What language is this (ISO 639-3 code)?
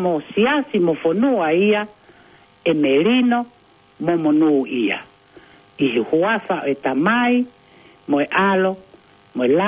ton